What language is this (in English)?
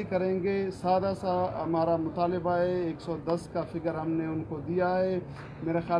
Urdu